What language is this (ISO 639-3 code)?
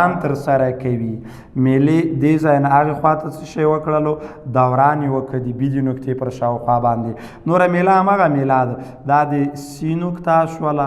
pus